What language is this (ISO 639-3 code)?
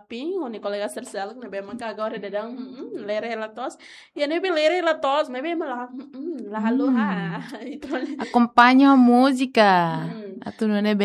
tet